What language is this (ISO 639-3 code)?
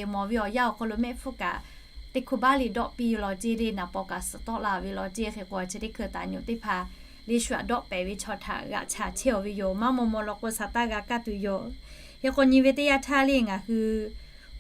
lhu